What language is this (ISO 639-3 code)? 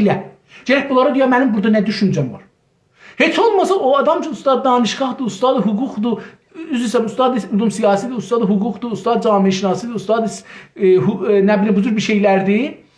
azb